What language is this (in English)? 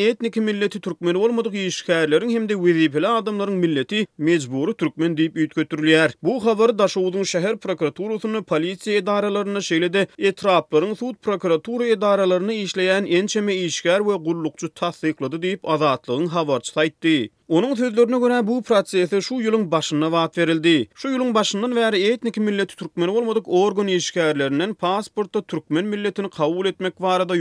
Turkmen